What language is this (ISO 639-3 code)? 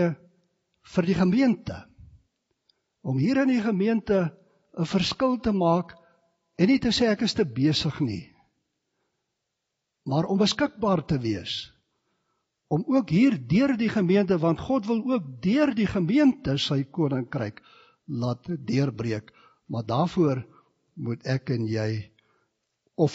afr